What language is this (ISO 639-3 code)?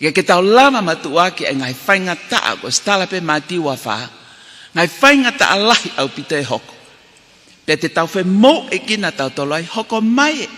ton